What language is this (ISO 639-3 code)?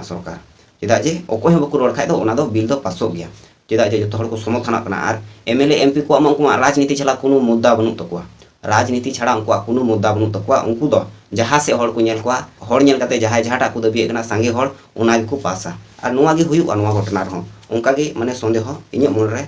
sat